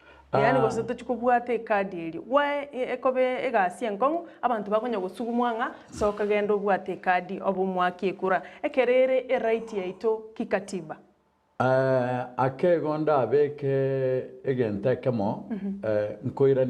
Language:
Gusii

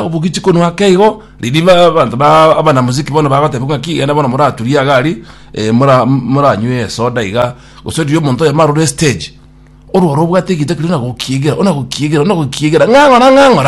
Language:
Gusii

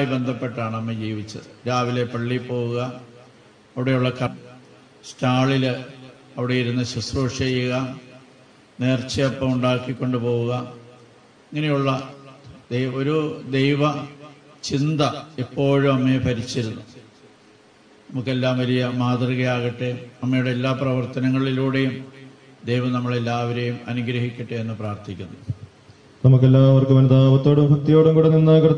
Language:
Malayalam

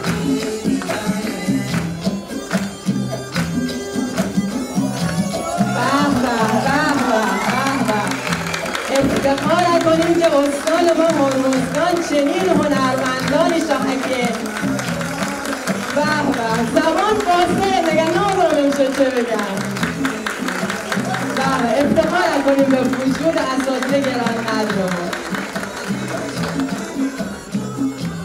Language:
Persian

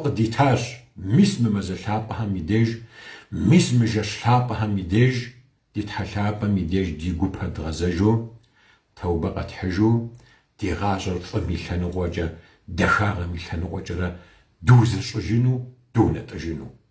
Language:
Kabardian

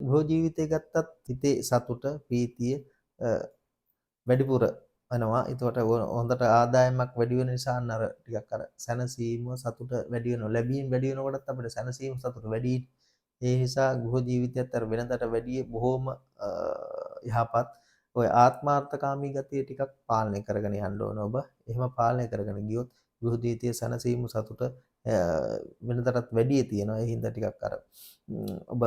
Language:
Sinhala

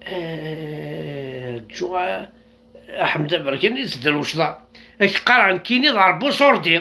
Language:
Kabyle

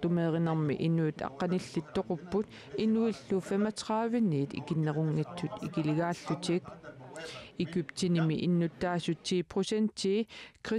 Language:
Kalaallisut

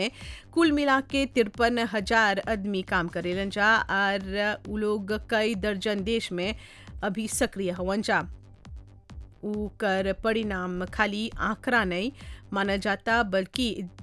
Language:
Bhojpuri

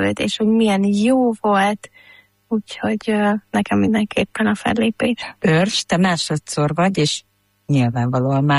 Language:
Hungarian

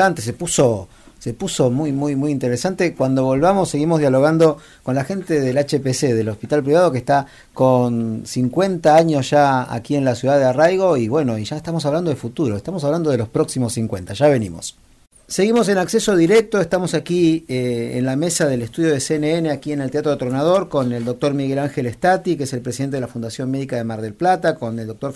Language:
Spanish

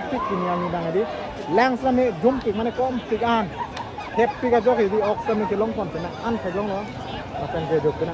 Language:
Karbi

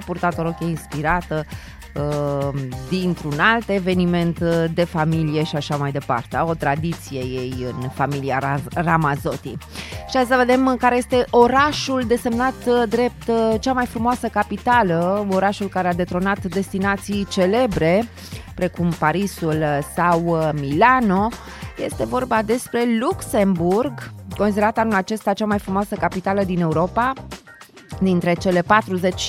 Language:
Romanian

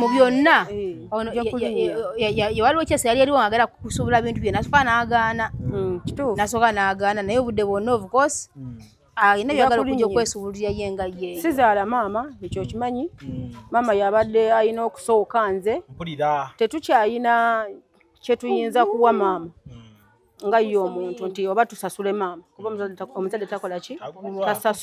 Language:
Ganda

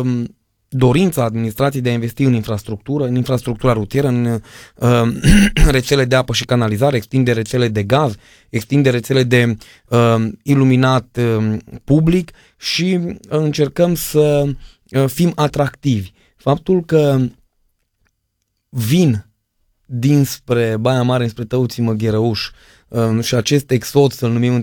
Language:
Romanian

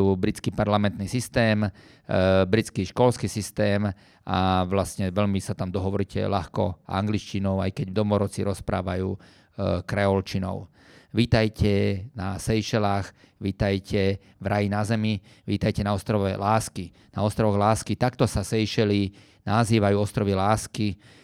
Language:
Slovak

